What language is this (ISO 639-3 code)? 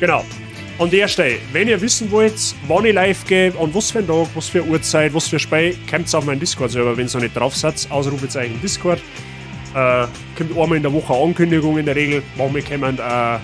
bar